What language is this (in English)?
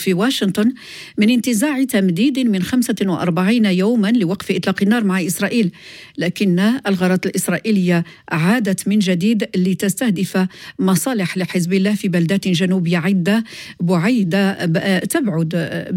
Arabic